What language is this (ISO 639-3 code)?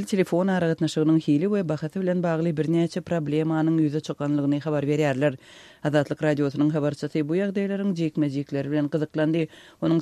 tuk